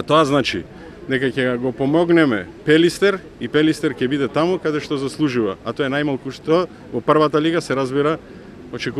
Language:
Macedonian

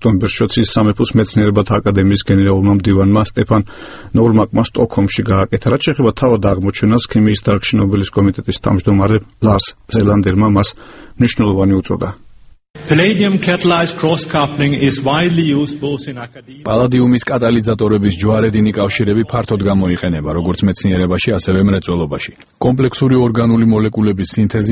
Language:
Georgian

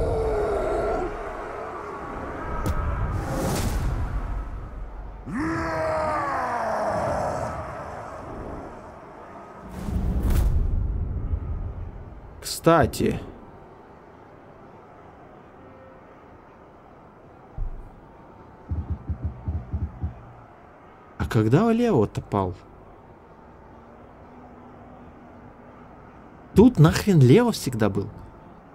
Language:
Russian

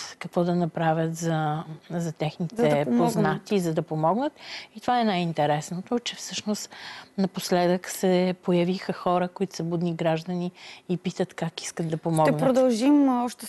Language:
Bulgarian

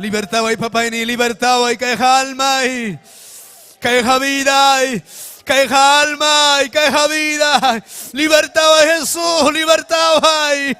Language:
Ayacucho Quechua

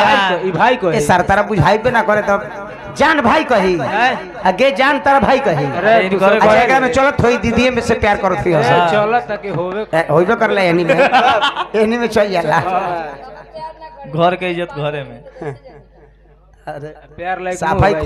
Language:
Bhojpuri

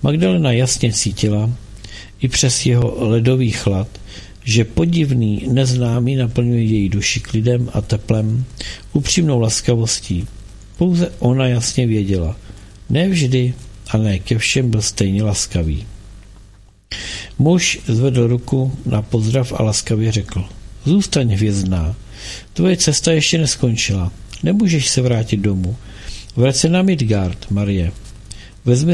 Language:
Czech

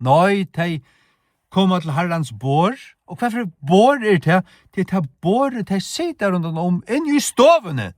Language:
Faroese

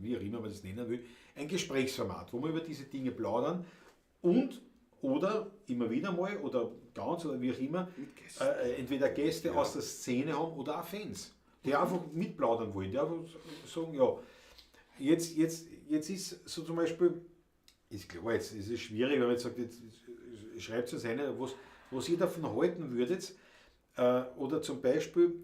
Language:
Bavarian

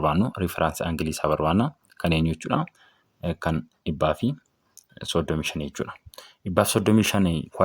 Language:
Oromo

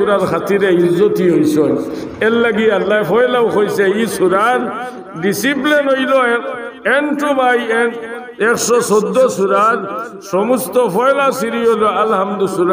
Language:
Sylheti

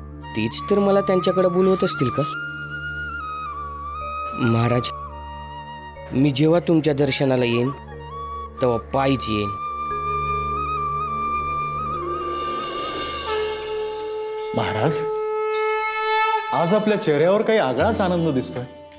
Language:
Marathi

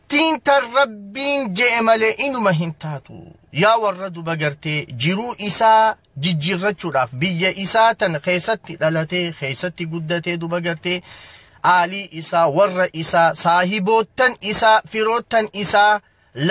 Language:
Oromo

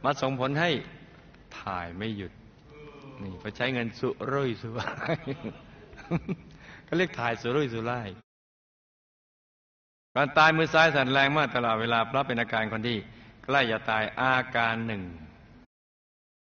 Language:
Thai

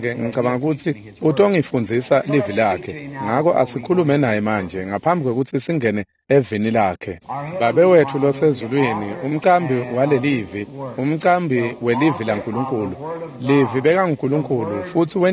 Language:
Swati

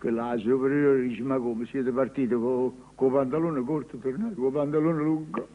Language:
Neapolitan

